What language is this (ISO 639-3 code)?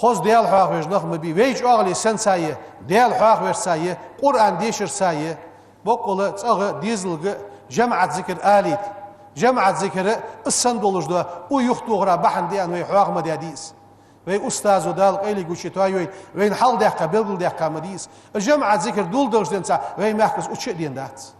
inh